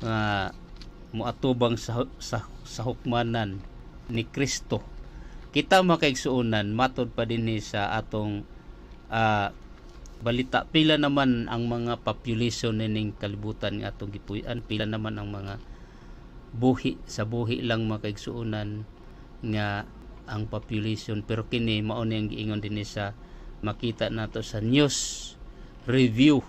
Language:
Cebuano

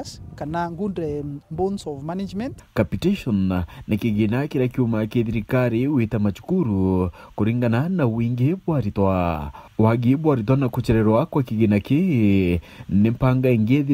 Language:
Meru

